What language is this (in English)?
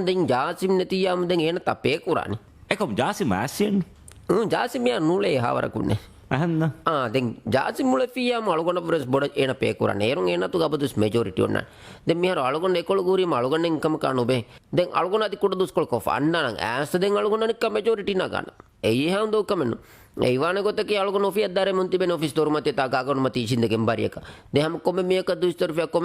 Divehi